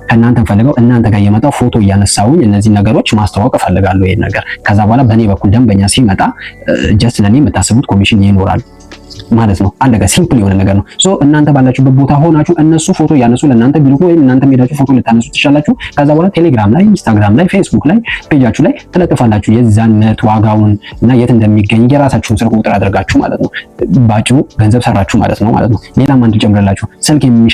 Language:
Amharic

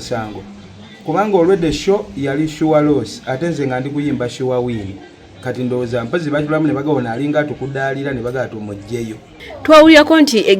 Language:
Ganda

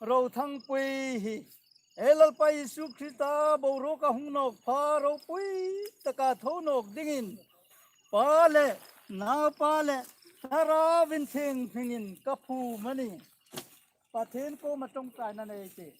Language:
Hmar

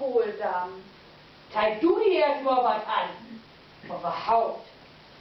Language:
Low German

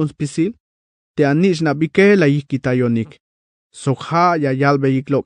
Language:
Tzeltal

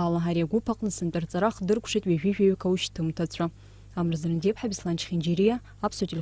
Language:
Abkhazian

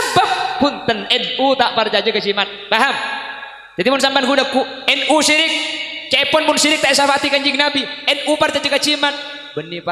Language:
Madurese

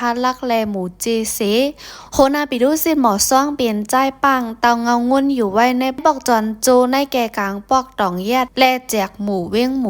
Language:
Shan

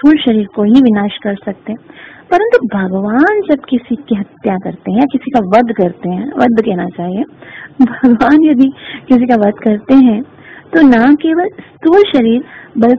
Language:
Hindi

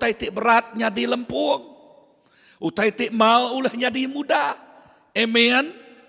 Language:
Iban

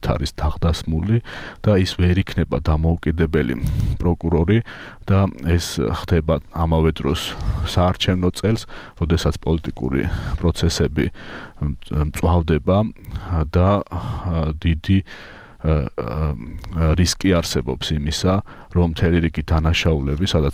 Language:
Georgian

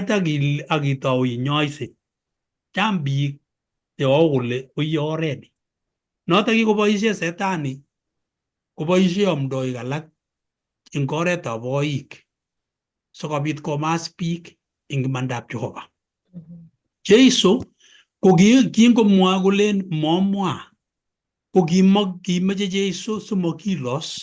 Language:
Kalenjin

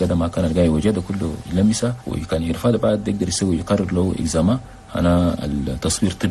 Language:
Chadian Arabic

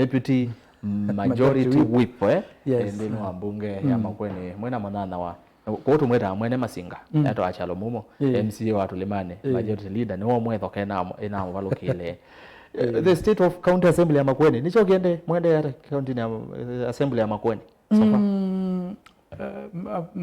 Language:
Kamba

